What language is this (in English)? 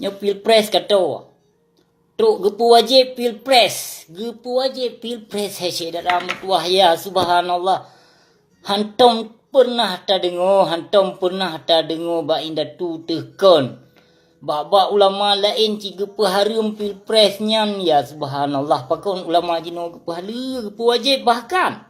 Achinese